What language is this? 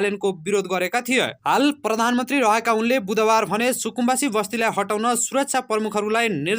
Nepali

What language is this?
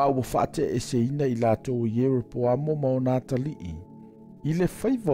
Samoan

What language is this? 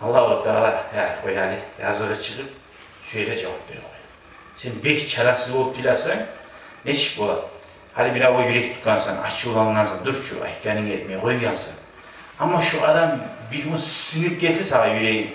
Kumyk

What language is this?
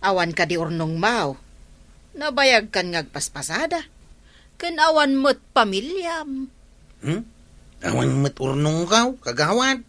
Iloko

